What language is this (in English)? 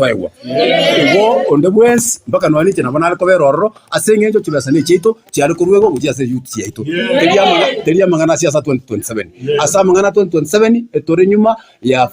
Gusii